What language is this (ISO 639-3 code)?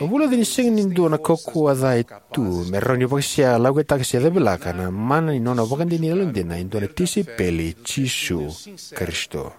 fij